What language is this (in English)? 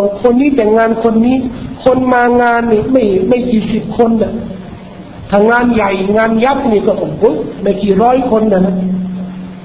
Thai